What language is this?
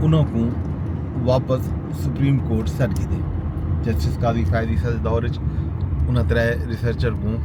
Saraiki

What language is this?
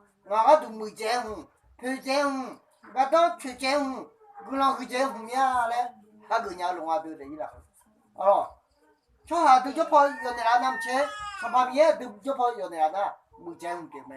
Akha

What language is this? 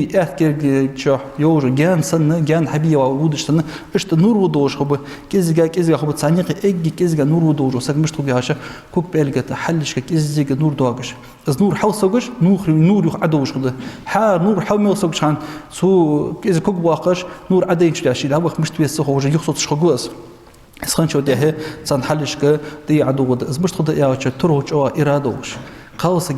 Ingush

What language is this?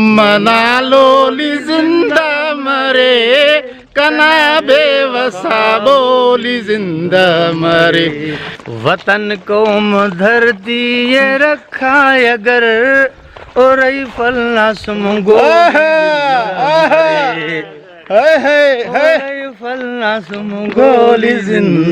Brahui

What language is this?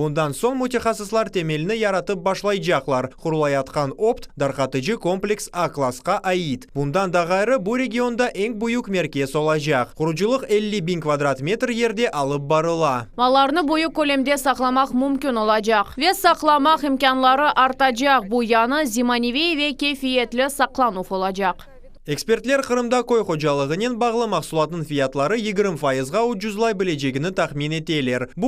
Crimean Tatar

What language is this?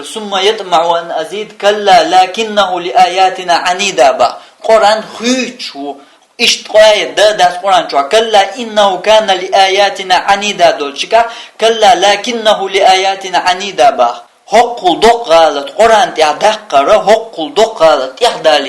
Chechen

